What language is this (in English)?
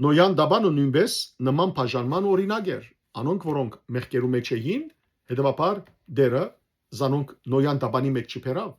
Western Armenian